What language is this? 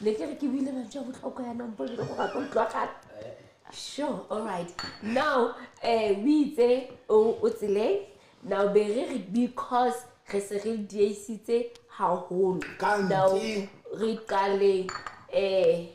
Southern Sotho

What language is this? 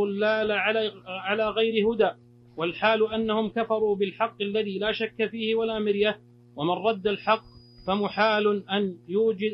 Arabic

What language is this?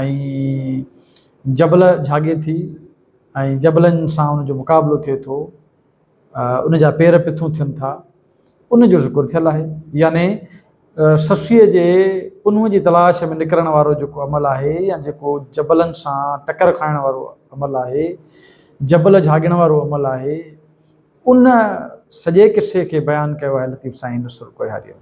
Sindhi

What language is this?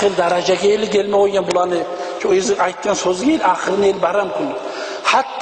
Kumyk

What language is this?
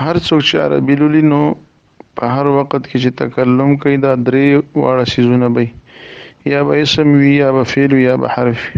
Pashto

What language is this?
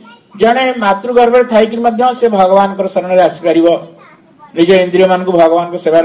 Odia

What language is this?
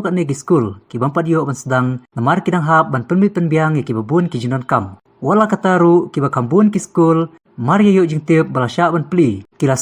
Khasi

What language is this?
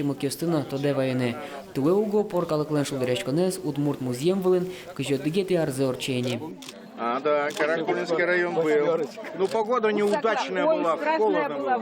Udmurt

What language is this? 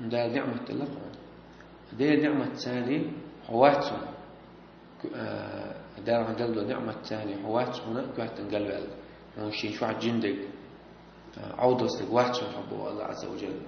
Chechen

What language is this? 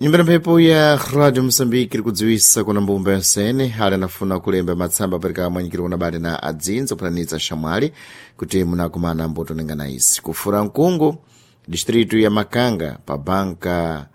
Sena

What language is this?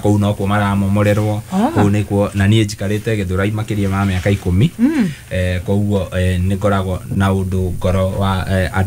Kikuyu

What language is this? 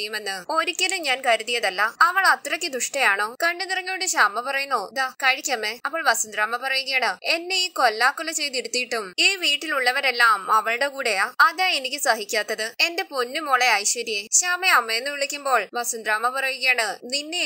Malayalam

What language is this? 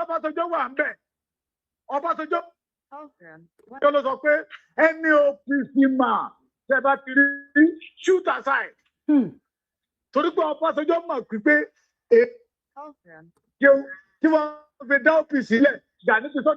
Yoruba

